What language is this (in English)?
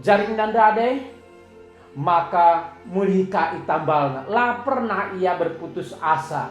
Batak Karo